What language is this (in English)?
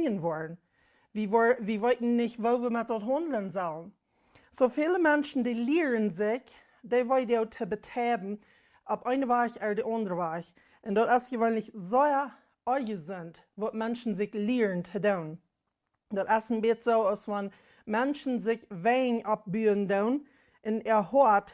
Plautdietsch